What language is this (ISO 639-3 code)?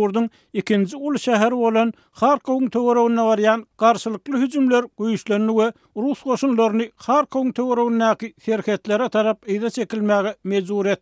tuk